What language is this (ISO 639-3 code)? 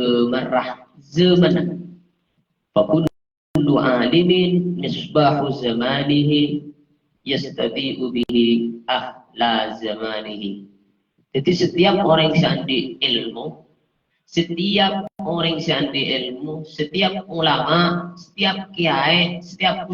mad